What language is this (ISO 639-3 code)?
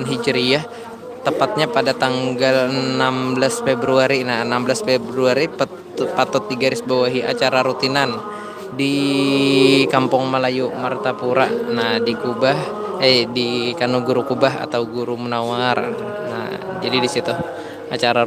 bjn